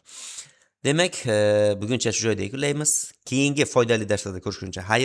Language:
Uzbek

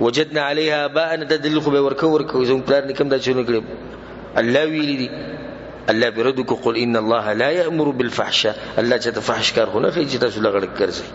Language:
Pashto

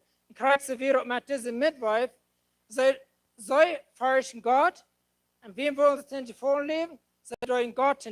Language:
Plautdietsch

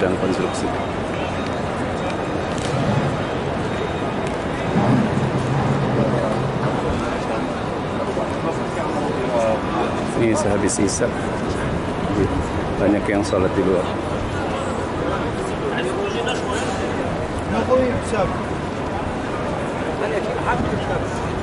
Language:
Indonesian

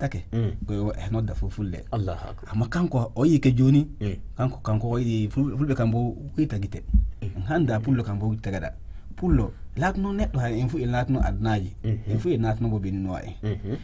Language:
Fula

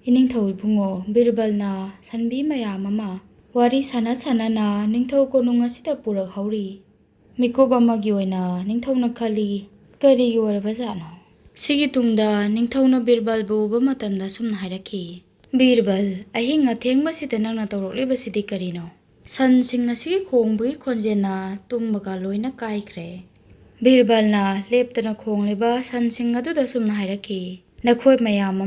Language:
Manipuri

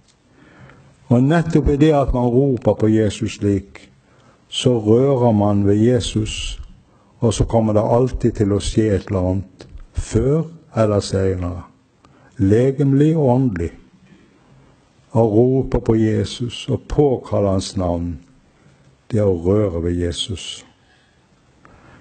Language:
Norwegian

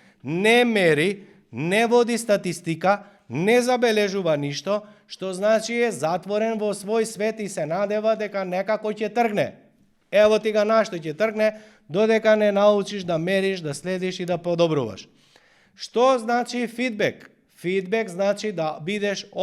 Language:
Macedonian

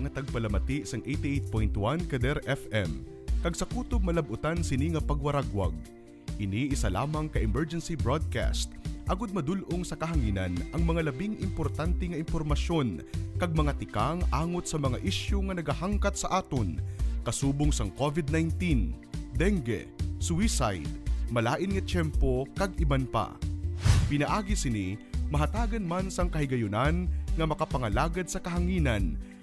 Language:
Hiligaynon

